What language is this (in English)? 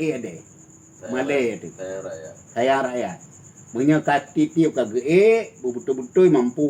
Achinese